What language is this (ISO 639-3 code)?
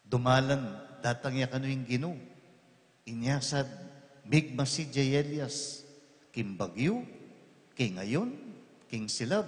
pam